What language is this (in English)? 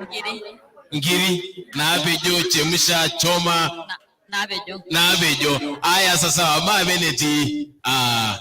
Masai